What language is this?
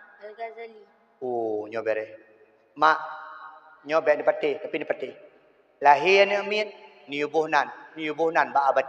Achinese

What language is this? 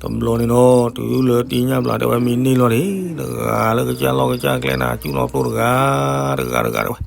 S'gaw Karen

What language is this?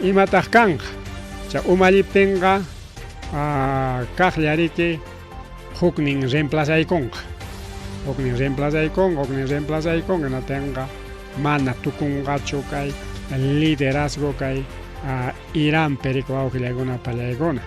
Ayacucho Quechua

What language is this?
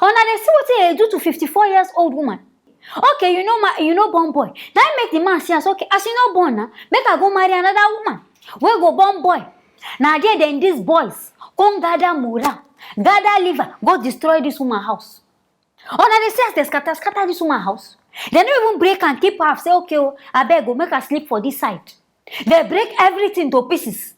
Nigerian Pidgin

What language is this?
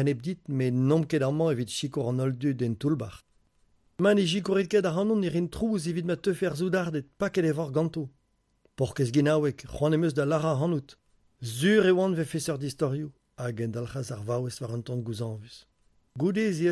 Breton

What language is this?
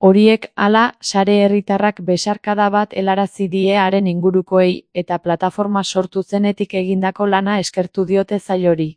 Basque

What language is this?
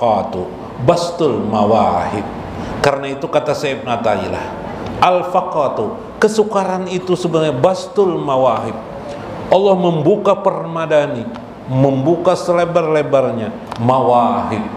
Indonesian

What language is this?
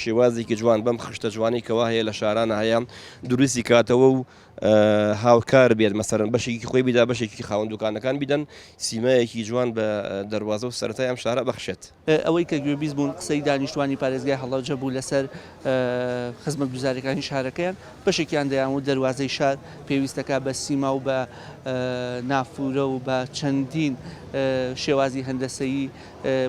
Central Kurdish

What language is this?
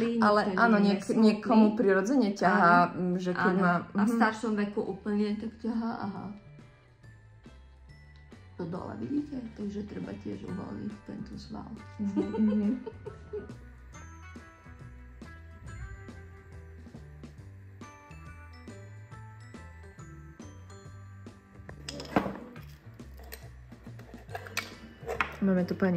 Slovak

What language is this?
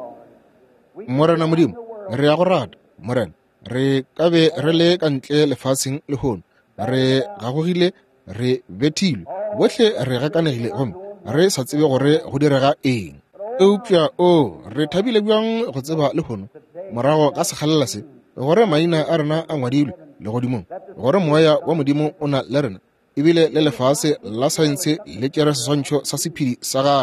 Northern Sotho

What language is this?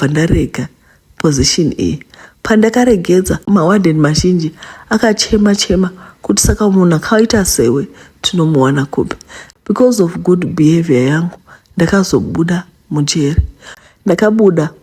Shona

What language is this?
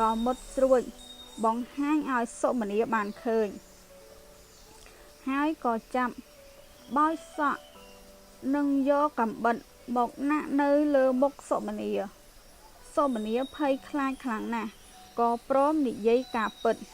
Khmer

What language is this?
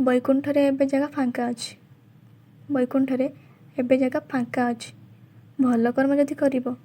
Odia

